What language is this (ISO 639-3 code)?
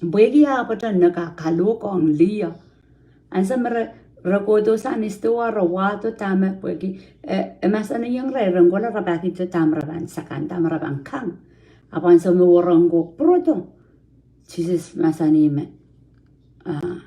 pon